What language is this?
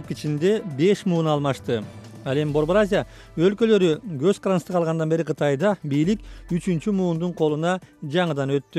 Kyrgyz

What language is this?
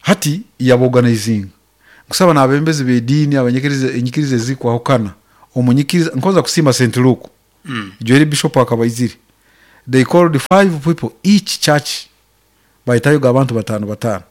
Nyankole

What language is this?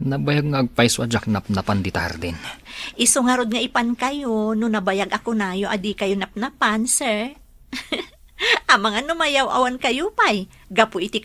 Iloko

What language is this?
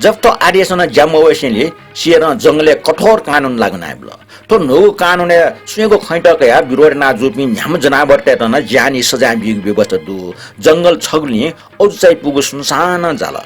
Newari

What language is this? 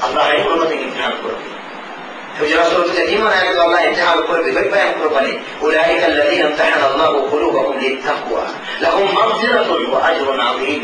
Divehi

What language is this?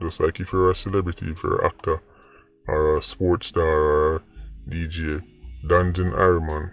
Jamaican Creole English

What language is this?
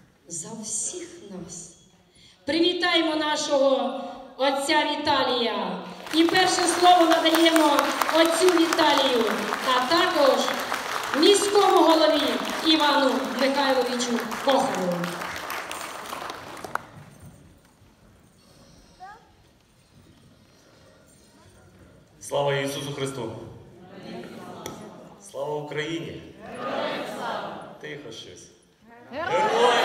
Ukrainian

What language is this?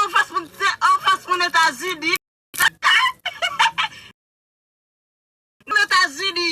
Haitian Creole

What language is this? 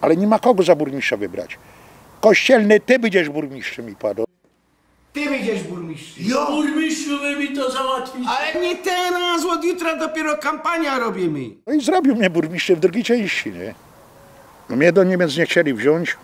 Silesian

